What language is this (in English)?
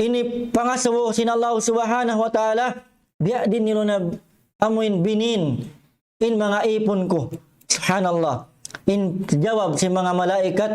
Tausug